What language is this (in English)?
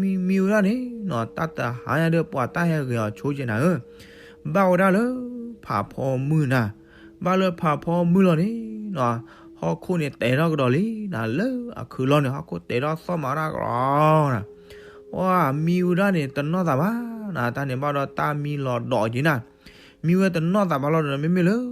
S'gaw Karen